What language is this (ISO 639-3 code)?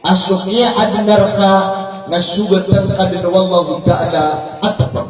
mrw